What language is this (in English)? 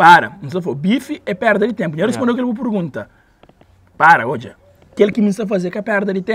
Kabuverdianu